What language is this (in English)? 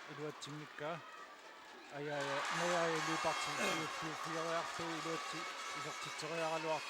Kalaallisut